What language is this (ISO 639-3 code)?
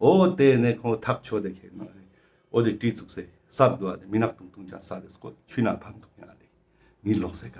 lbj